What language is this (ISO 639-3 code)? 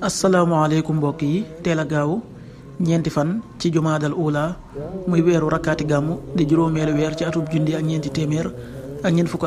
wol